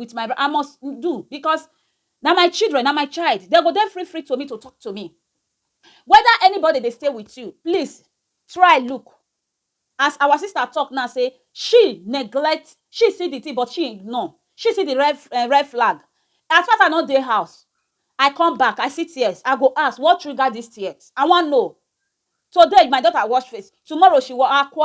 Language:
Nigerian Pidgin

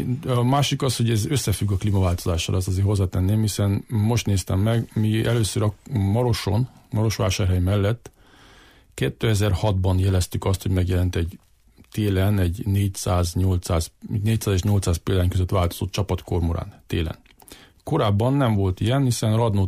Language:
Hungarian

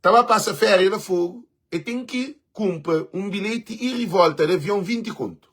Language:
Kabuverdianu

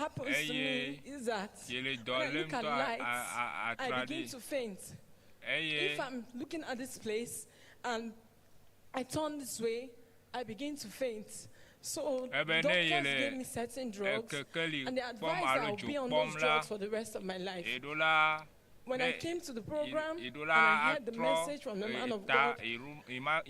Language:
Ewe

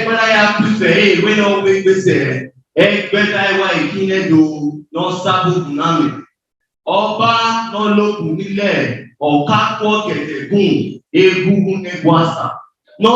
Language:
Bini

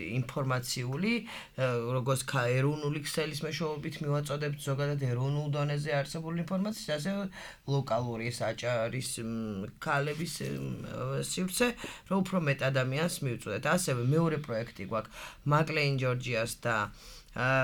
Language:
Georgian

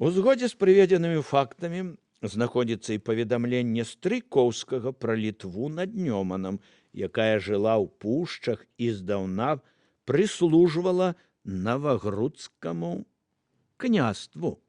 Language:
Belarusian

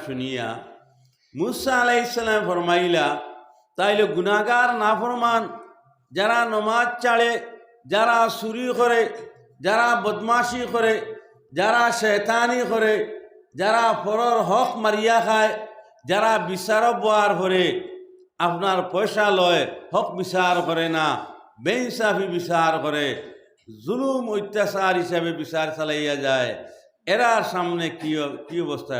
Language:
Sylheti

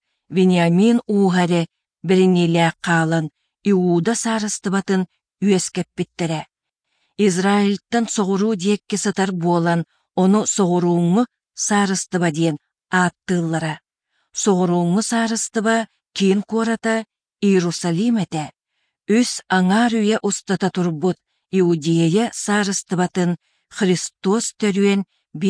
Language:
Yakut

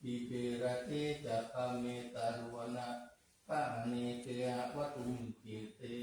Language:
Pali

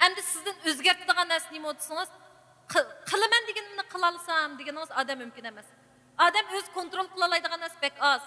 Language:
Uyghur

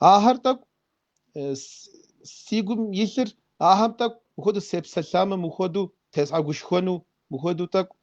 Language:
Kabardian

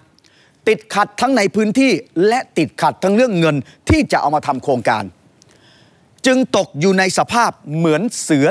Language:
Thai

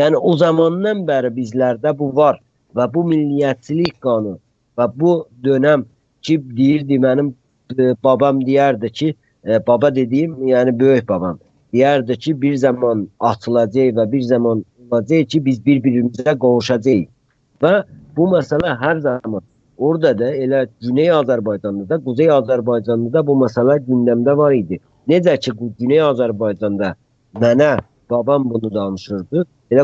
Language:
South Azerbaijani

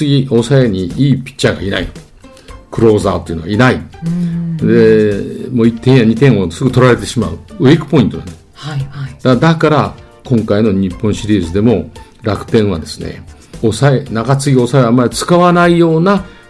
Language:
Japanese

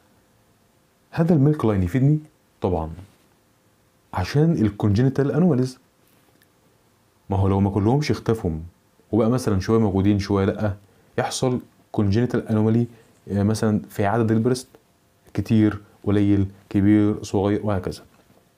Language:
Egyptian Arabic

